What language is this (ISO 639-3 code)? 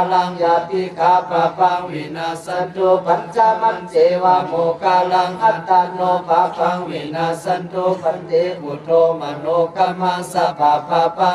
pli